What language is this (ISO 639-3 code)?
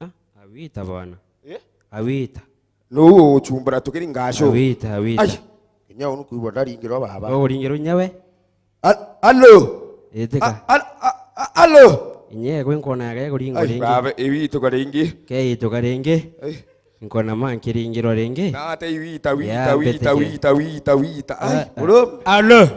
mer